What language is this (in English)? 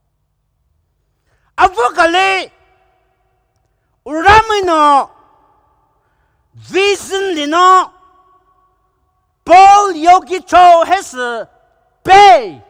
Poumei Naga